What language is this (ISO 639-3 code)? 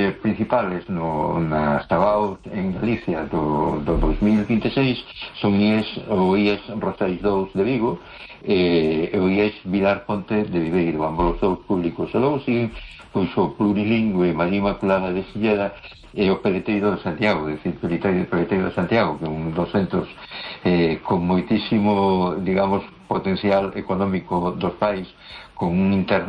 glg